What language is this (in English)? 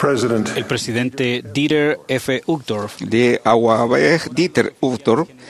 Kekchí